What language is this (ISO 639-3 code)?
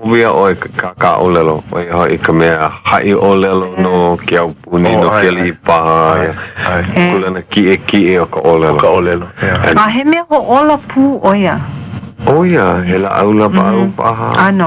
haw